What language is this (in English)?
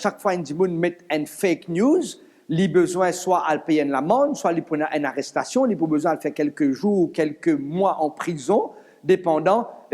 Morisyen